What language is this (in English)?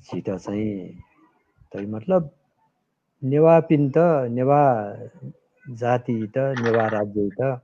Newari